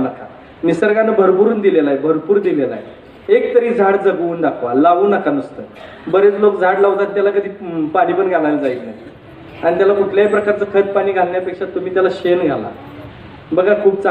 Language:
Marathi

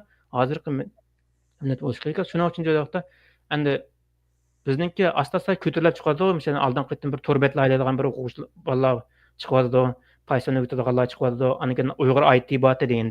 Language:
Uyghur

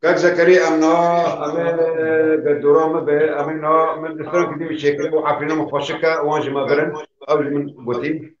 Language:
Kurdish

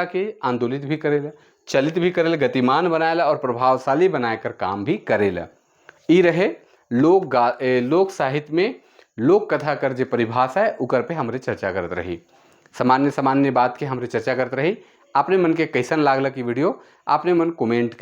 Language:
Sadri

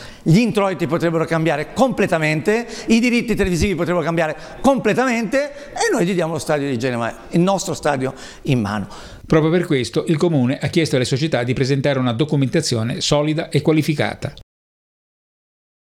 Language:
Italian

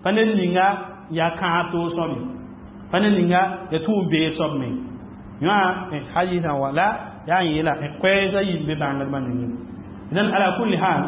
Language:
Mossi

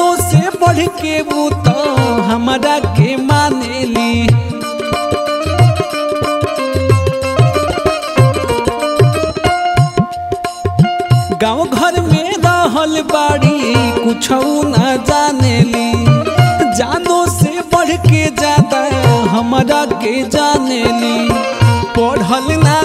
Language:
Bhojpuri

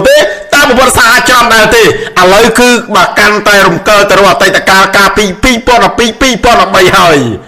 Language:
Khmer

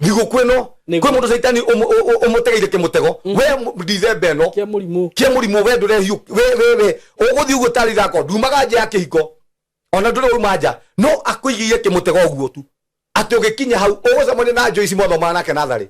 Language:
Kikuyu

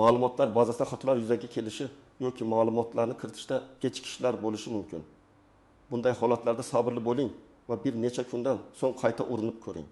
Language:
Uzbek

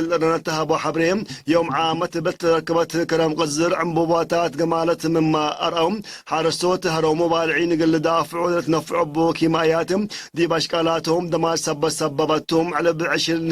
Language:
Tigre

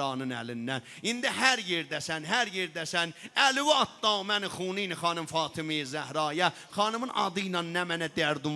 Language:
South Azerbaijani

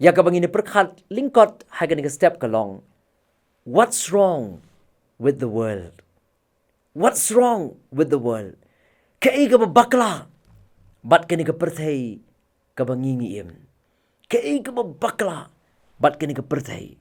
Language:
Khasi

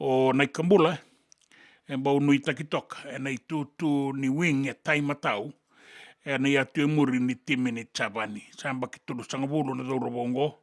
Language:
Fijian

